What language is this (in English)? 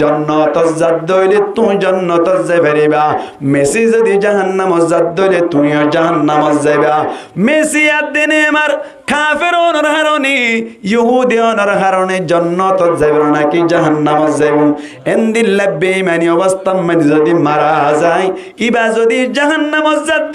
Rohingya